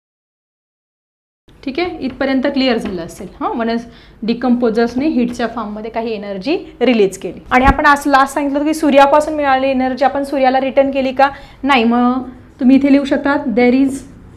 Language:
Marathi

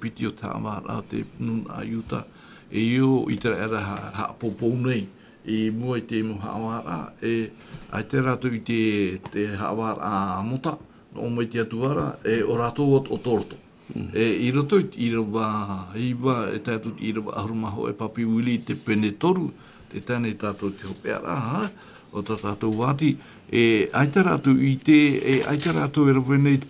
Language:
Tahitian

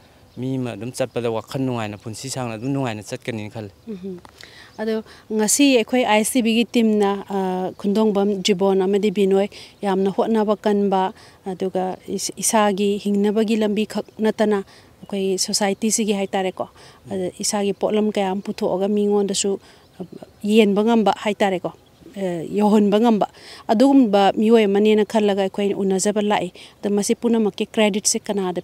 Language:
Manipuri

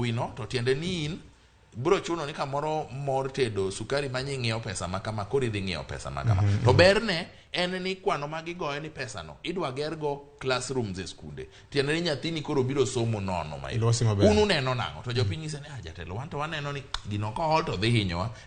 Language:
Luo (Kenya and Tanzania)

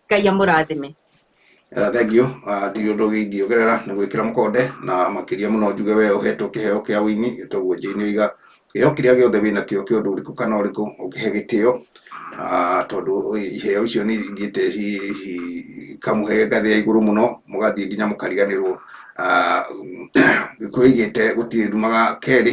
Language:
Kikuyu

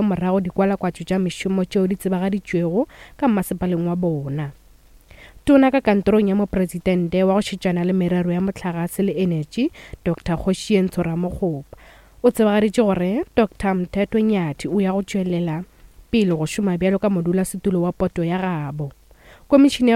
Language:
Northern Sotho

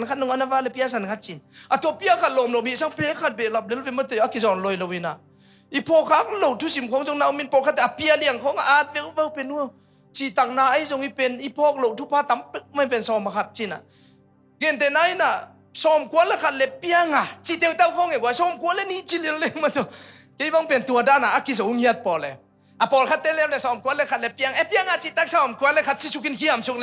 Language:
Tedim Chin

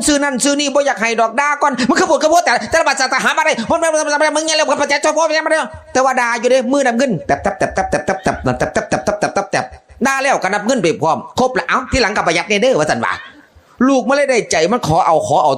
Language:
Northeastern Thai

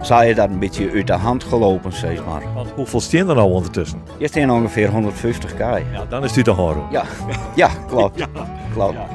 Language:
Western Frisian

